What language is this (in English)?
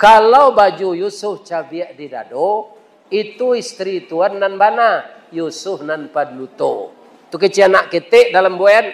Minangkabau